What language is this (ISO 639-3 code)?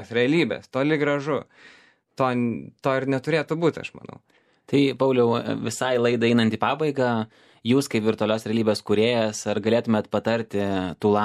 lit